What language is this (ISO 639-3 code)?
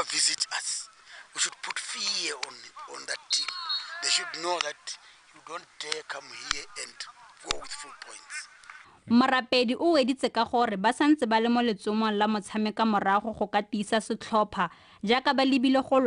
tsn